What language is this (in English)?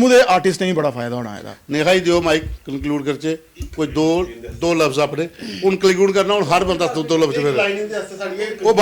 Dogri